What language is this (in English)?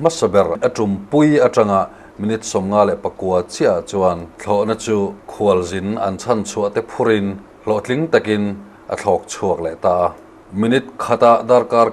Mizo